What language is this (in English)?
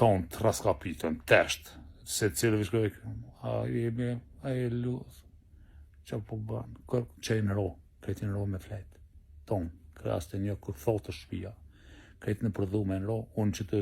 Albanian